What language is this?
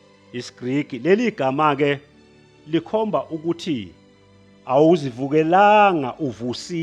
Zulu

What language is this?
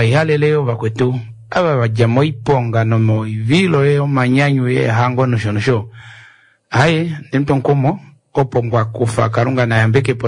Kuanyama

